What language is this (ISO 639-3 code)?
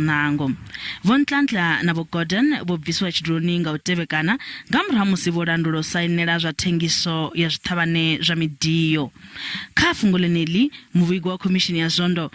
ven